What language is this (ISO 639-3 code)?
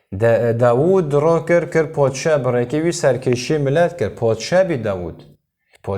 kur